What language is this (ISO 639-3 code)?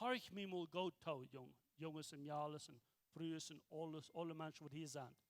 pdt